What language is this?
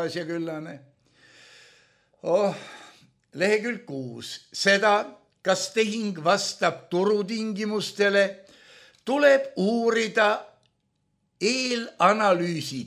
Estonian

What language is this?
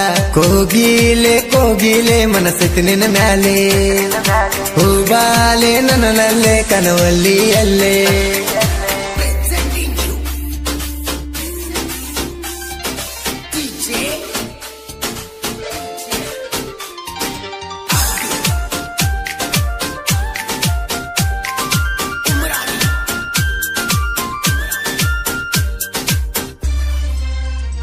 Kannada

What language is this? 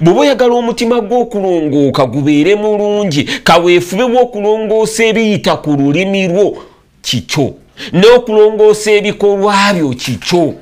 Ganda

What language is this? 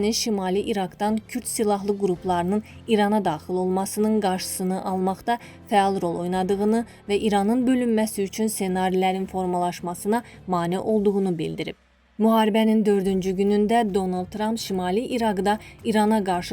Azerbaijani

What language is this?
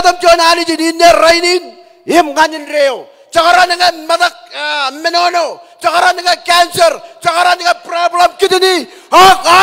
Marshallese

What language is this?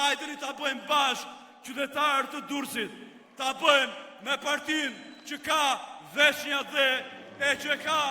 Albanian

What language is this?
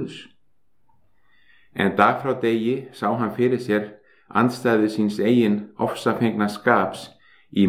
Icelandic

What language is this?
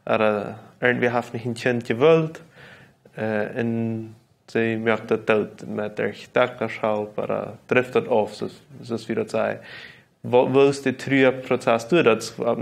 Plautdietsch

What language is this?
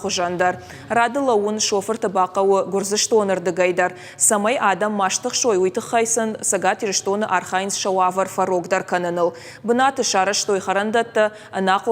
Ossetic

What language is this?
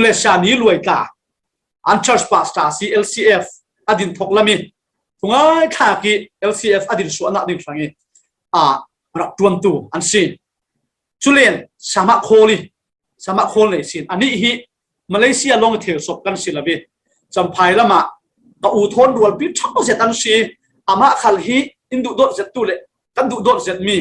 Falam Chin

